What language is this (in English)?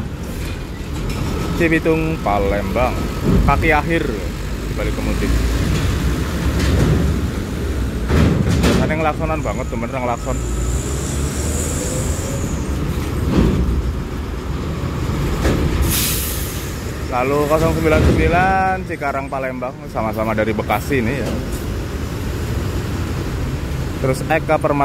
Indonesian